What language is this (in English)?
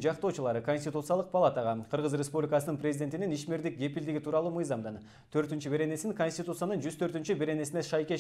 Kyrgyz